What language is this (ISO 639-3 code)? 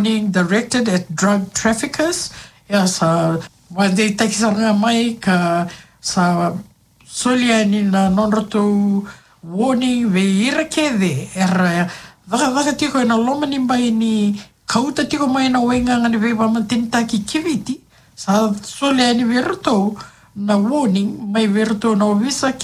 fij